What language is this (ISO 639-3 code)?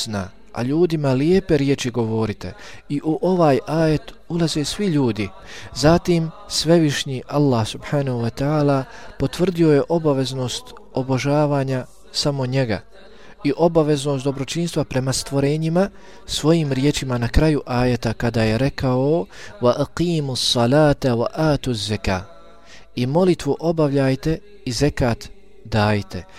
bos